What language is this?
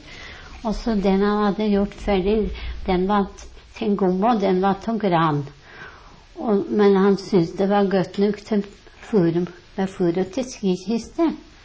Norwegian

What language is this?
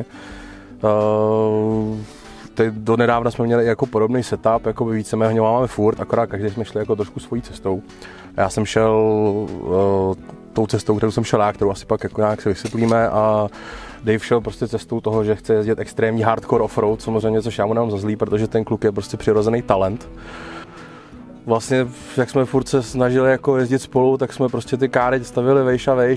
Czech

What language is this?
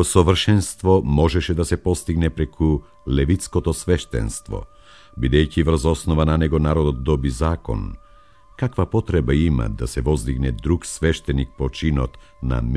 Macedonian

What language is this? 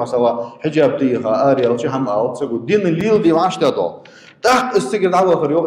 Ingush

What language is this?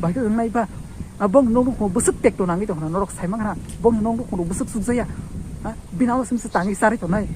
Kok Borok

